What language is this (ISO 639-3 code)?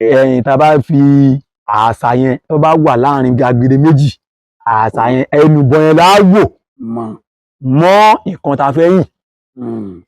yor